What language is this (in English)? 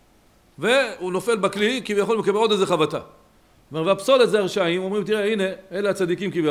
Hebrew